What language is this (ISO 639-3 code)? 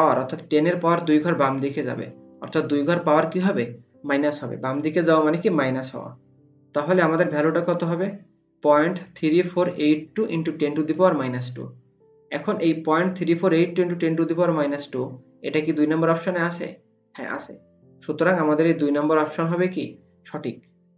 ben